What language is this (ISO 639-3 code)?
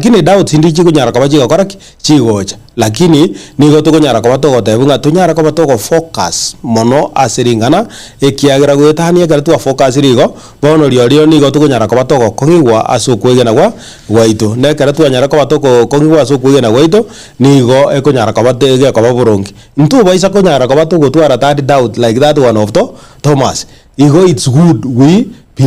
guz